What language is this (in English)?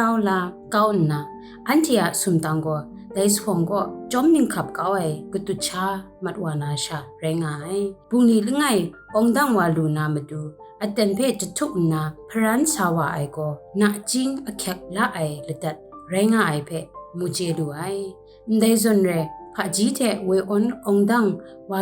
Kachin